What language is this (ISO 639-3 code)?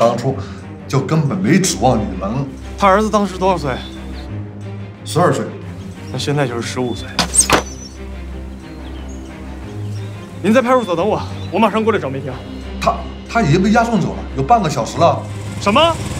zho